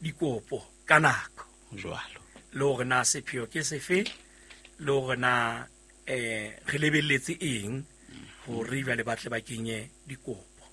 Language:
Southern Sotho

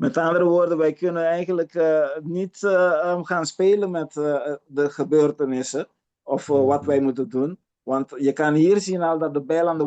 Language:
Papiamento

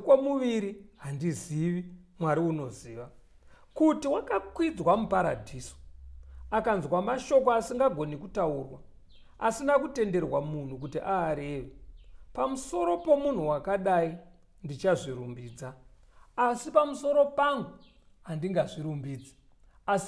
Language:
Shona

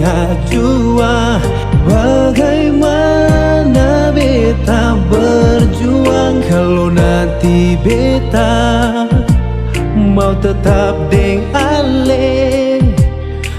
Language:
Ambonese Malay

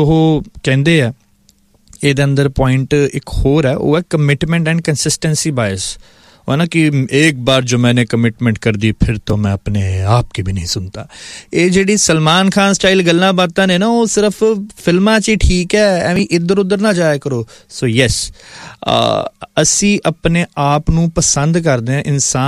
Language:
Punjabi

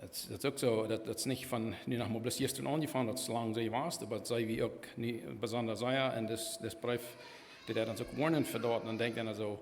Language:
Plautdietsch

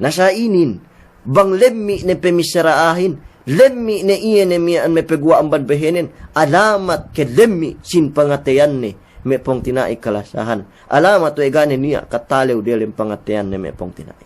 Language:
Yakan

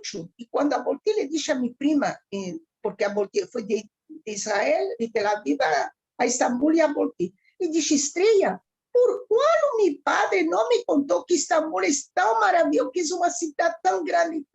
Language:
Ladino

